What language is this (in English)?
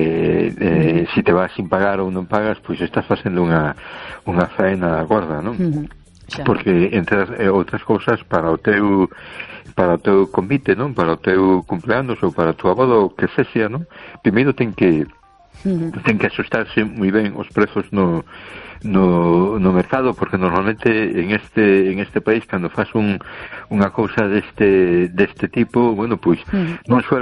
Galician